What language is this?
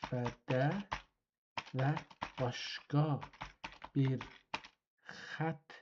South Azerbaijani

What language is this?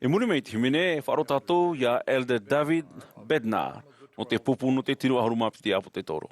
Tahitian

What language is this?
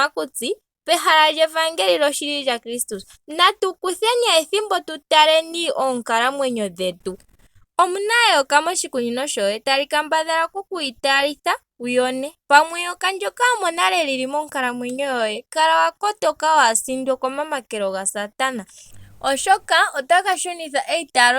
Ndonga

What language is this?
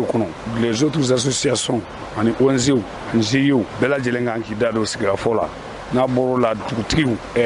Bambara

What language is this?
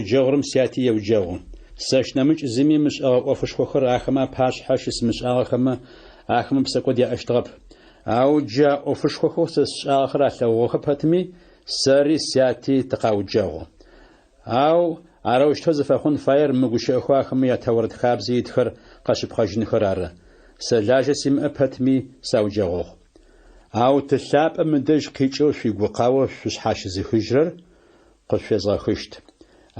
Adyghe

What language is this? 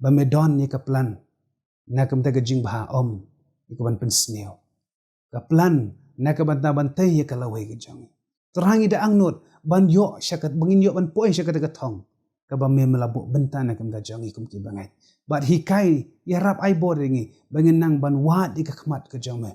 Khasi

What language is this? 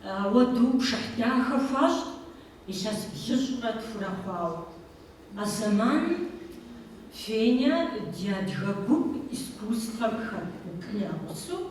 Kabardian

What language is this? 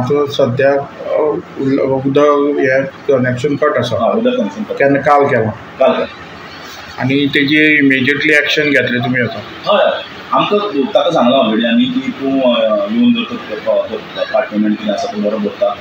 Konkani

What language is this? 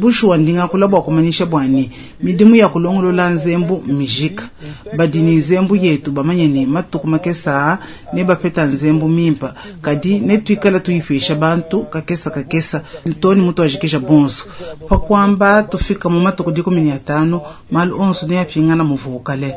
Luba-Lulua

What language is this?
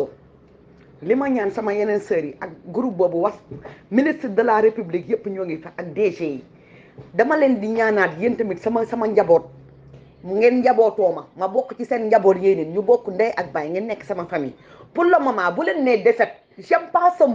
Wolof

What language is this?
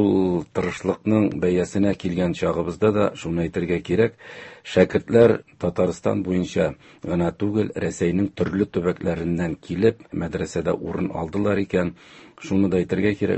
Tatar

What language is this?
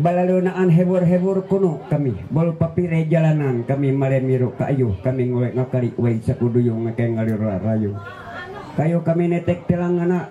Ma'anyan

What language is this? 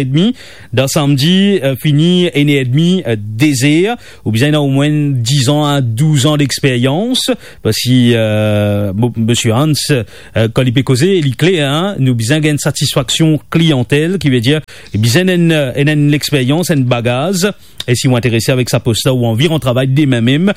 Morisyen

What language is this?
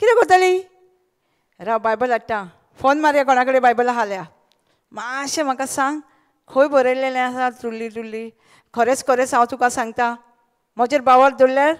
Konkani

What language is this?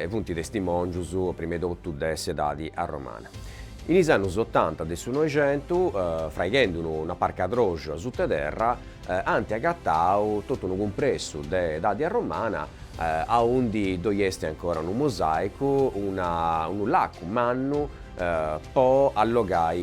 Sardinian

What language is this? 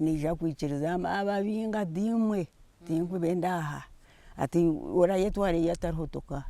Nyankole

